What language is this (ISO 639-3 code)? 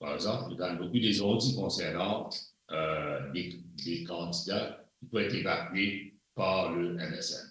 mfe